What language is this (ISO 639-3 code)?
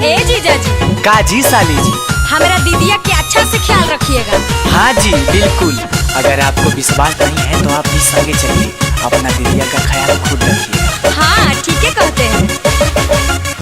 mag